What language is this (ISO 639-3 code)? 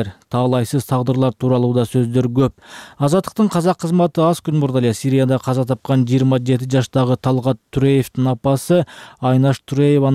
kir